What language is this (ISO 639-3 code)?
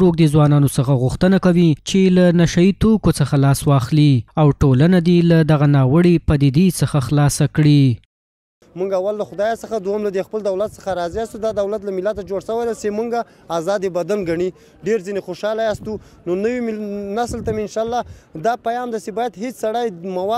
pus